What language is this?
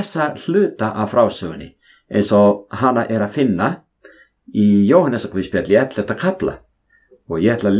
Icelandic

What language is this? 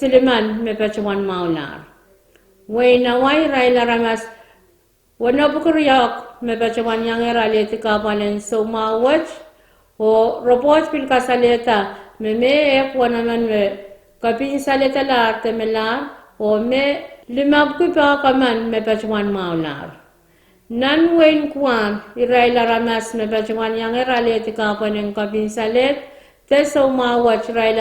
Pohnpeian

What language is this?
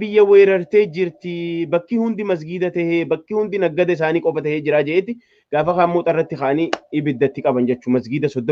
Oromo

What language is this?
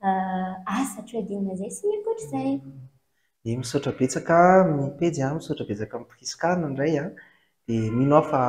Malagasy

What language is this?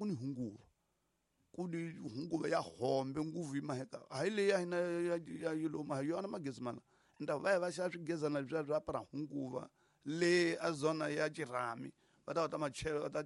Tsonga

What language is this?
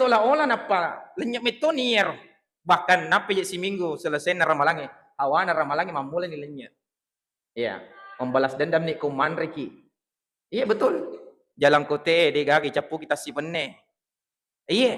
Buginese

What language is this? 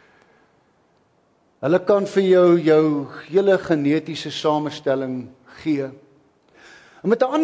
Afrikaans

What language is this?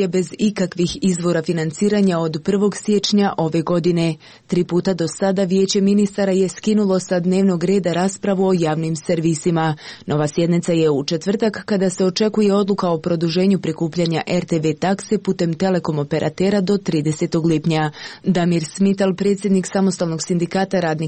Croatian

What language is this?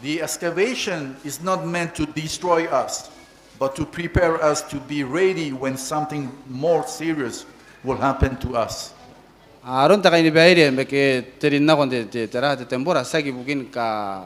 Gilbertese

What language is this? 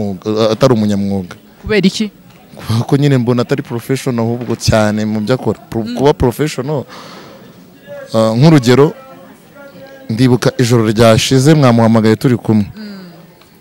Kinyarwanda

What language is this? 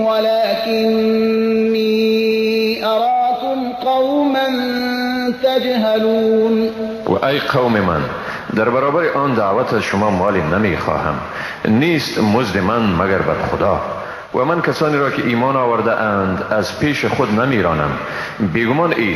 Persian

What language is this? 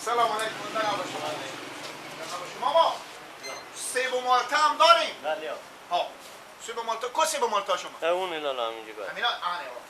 Persian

